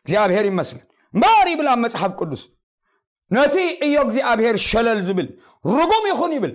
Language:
Tigrinya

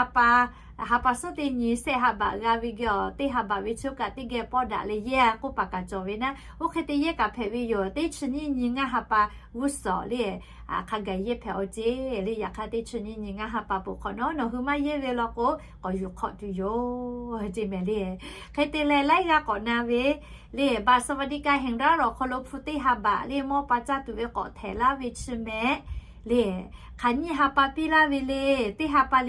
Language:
Lahu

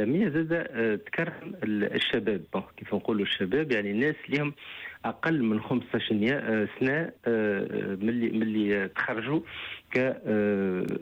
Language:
Tunisian Arabic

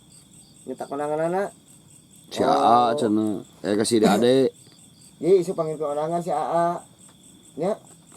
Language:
Sundanese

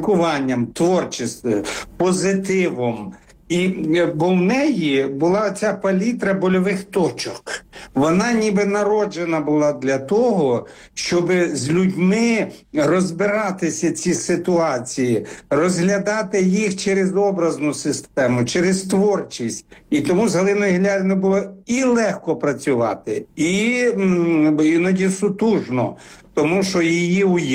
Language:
Ukrainian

